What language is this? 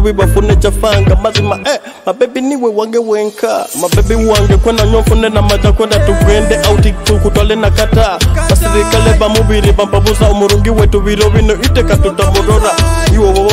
Nyoro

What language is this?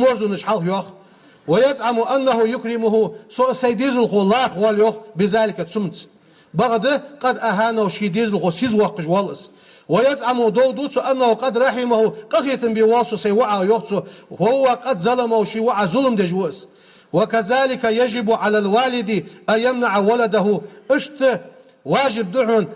Ingush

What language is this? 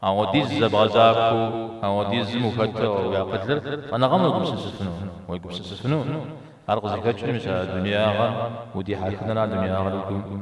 Kabardian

